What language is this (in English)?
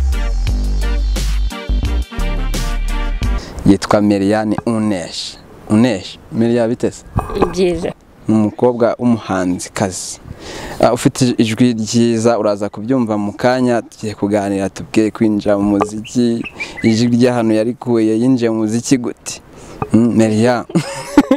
Kinyarwanda